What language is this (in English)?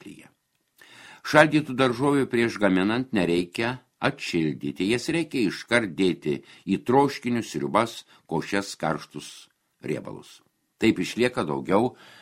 Lithuanian